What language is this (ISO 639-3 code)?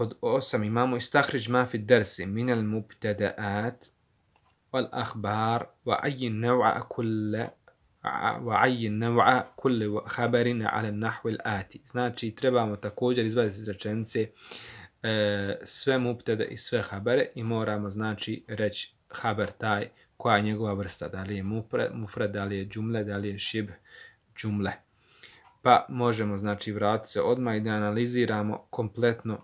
bos